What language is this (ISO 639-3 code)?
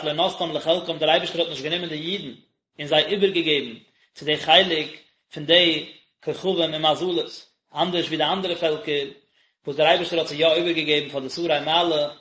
yid